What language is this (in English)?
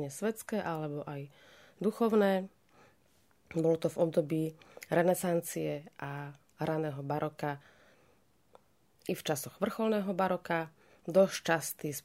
Slovak